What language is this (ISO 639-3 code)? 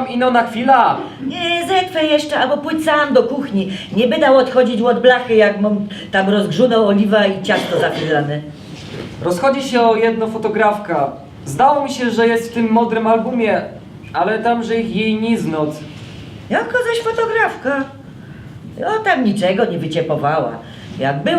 szl